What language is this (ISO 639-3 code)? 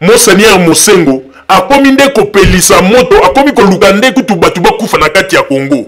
lin